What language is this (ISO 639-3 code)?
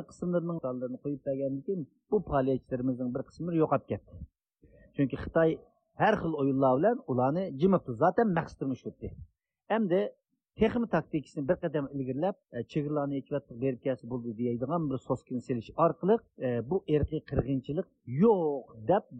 uig